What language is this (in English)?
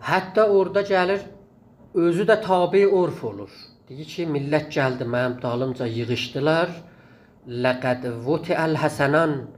South Azerbaijani